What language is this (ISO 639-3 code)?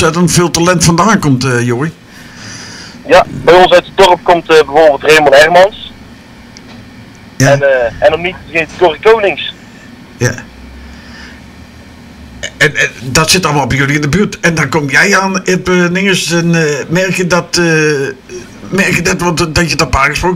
nld